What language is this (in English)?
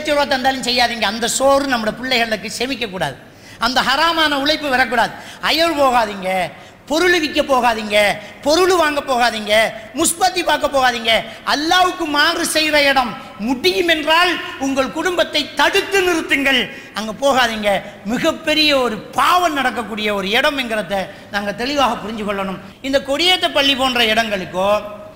Tamil